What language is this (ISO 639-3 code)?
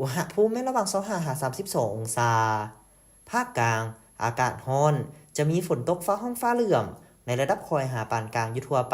lao